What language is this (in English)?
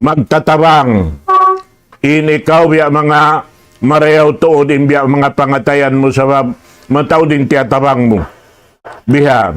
Tausug